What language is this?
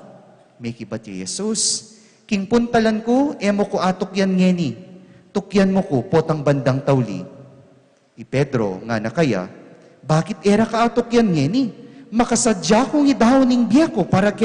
Pampanga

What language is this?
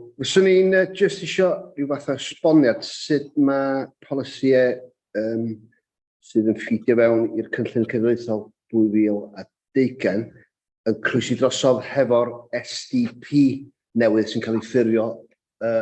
Welsh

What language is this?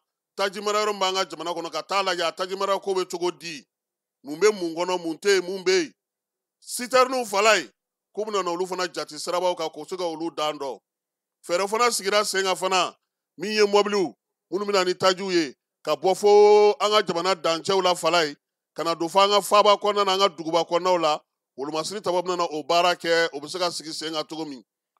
Bambara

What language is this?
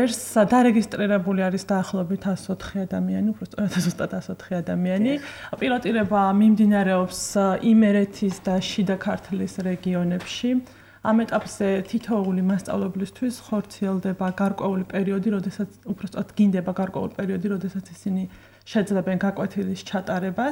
Georgian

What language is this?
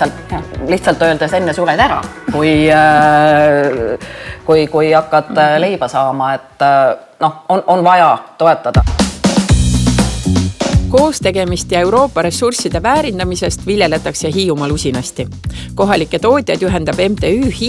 Estonian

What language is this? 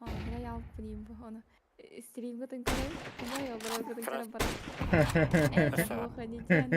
Yakut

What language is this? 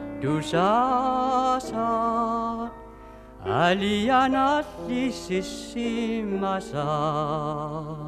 Kalaallisut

